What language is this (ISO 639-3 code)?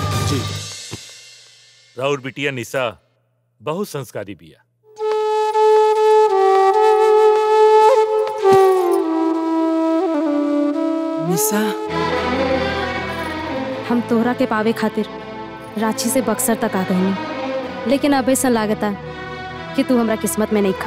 bho